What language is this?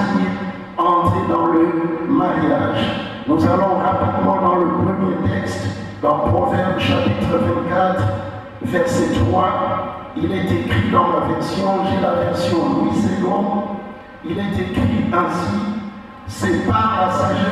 French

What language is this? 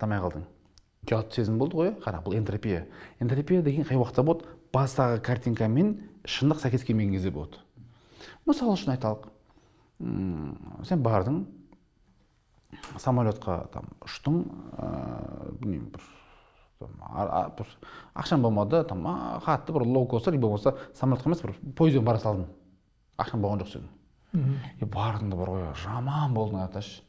Kazakh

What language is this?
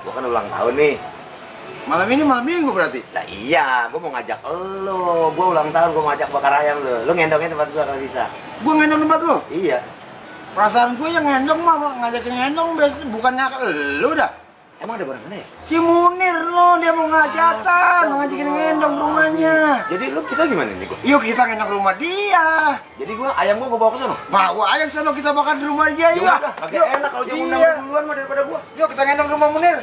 Betawi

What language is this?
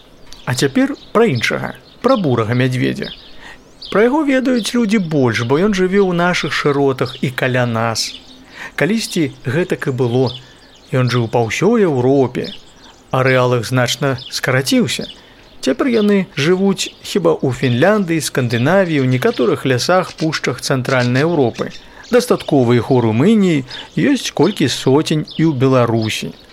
Belarusian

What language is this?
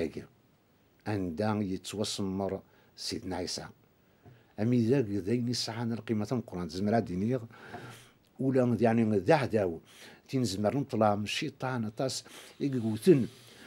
Kabyle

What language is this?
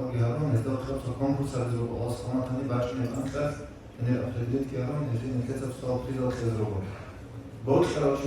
Avaric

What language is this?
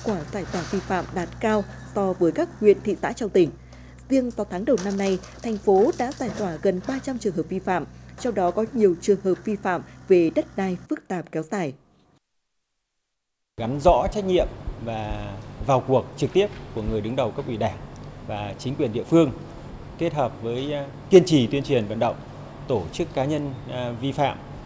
Vietnamese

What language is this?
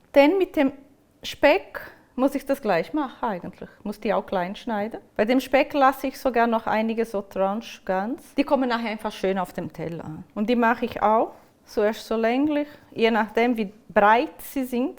Swiss German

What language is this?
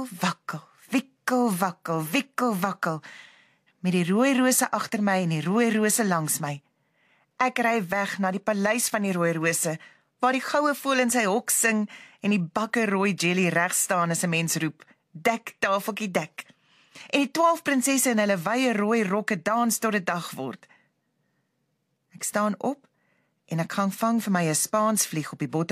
Afrikaans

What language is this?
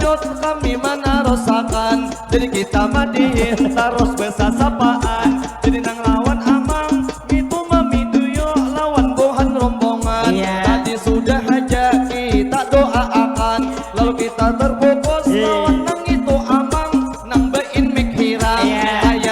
Banjar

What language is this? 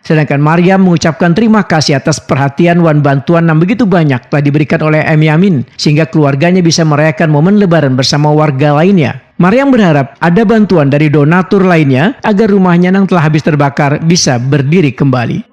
Banjar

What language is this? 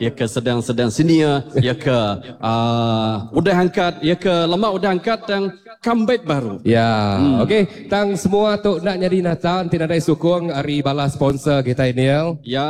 Iban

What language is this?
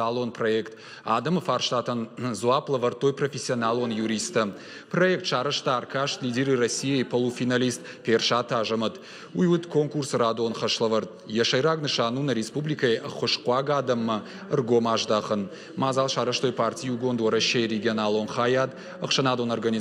Ossetic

